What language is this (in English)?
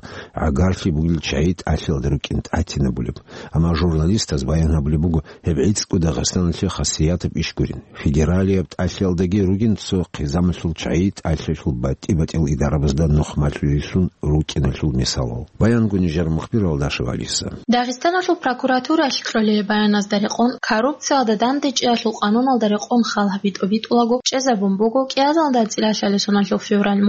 Avaric